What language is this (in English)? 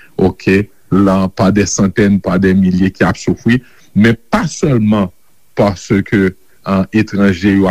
Haitian Creole